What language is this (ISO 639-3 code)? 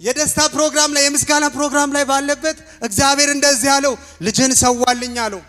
amh